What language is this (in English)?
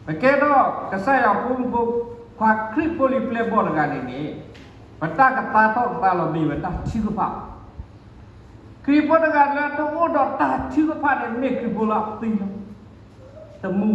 S'gaw Karen